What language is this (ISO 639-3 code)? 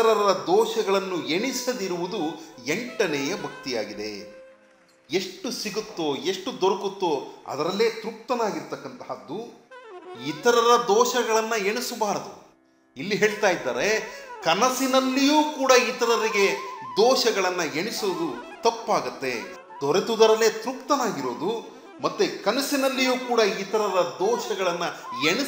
kan